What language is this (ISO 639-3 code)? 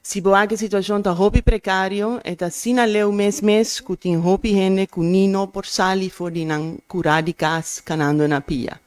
pap